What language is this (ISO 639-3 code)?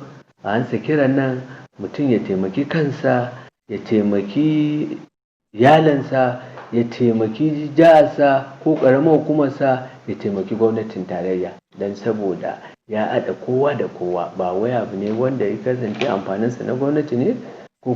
hau